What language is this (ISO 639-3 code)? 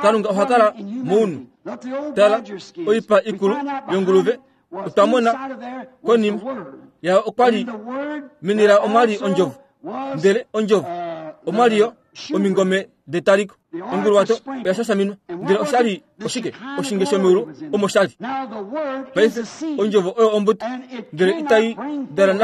kua